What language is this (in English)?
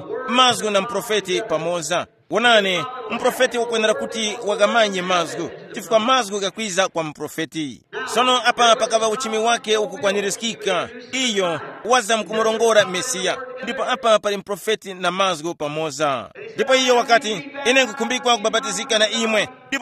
Tumbuka